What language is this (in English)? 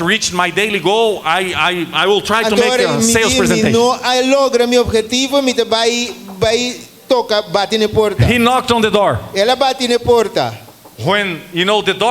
Papiamento